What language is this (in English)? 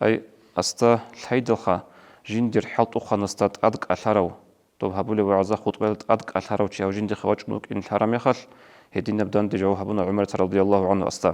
Avaric